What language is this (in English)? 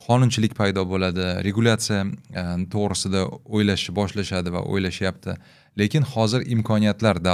Uzbek